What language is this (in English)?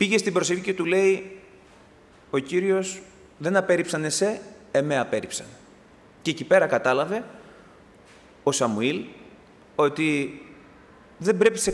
Greek